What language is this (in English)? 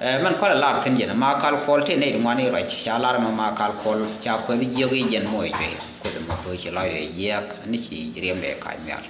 Nuer